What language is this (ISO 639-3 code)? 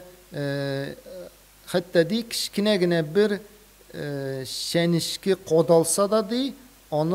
tat